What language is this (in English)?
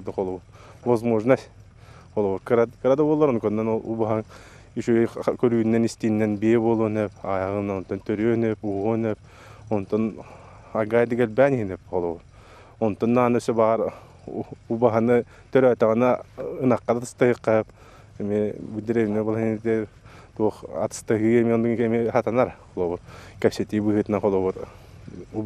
Yakut